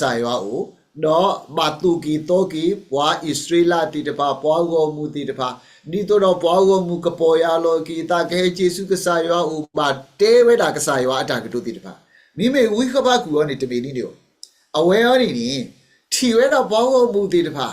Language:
S'gaw Karen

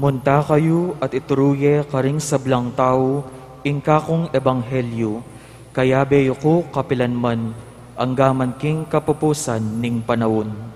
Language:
Pampanga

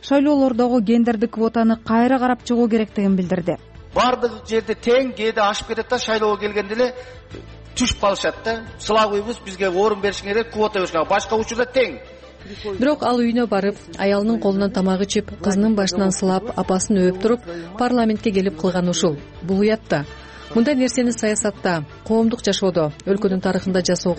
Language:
Kyrgyz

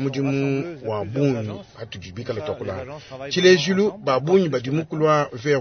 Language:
Luba-Lulua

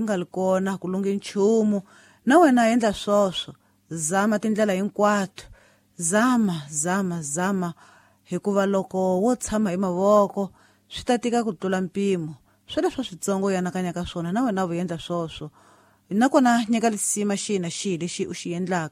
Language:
Tsonga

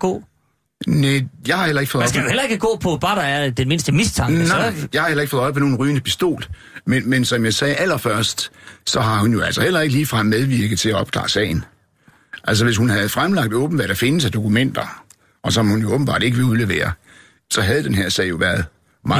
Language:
Danish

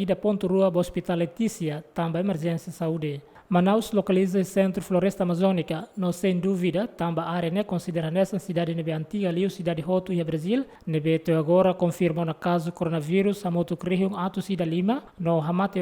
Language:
Tetum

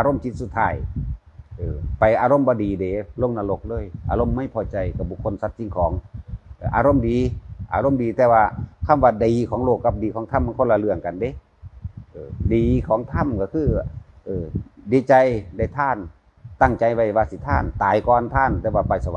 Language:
Northeastern Thai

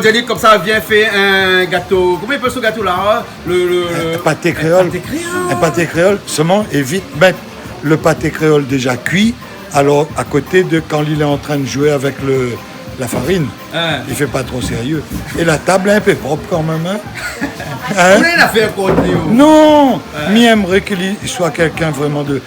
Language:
Réunion Creole French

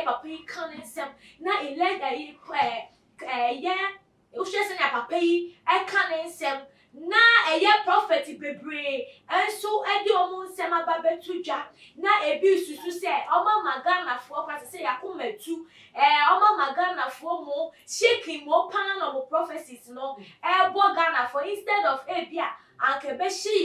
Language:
Akan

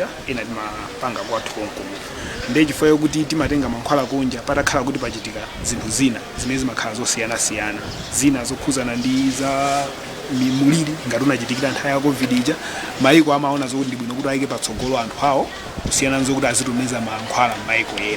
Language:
Nyanja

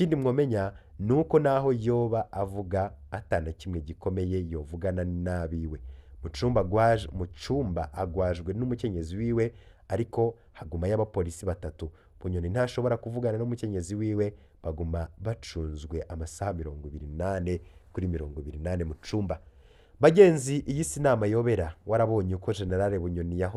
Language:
Rundi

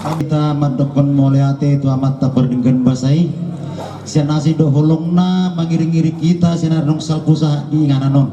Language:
Batak Toba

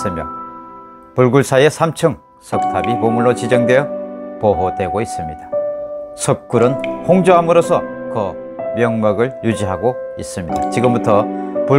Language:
Korean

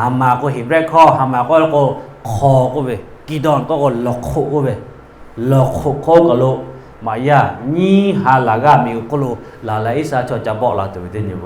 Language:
Lahu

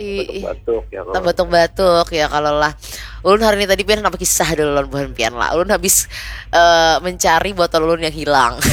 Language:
Banjar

